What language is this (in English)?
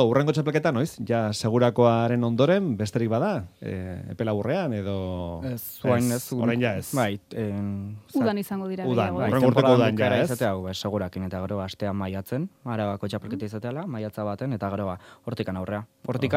Basque